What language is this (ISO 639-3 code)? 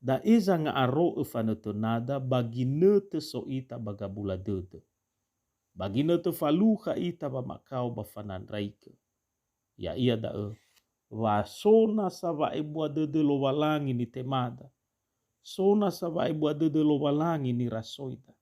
nia